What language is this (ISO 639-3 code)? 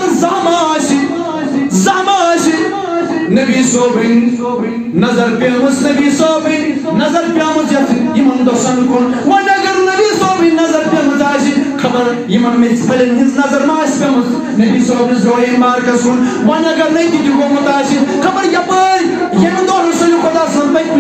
kas